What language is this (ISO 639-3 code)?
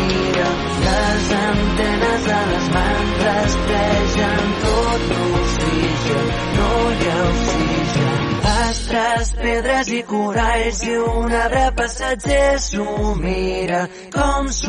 cat